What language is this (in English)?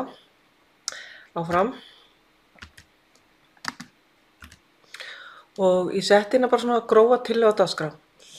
Icelandic